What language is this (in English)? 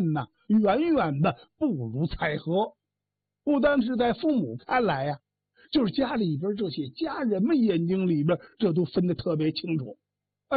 Chinese